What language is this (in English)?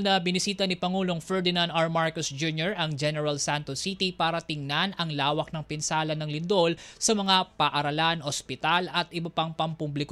Filipino